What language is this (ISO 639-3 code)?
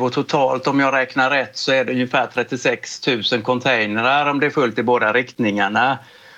swe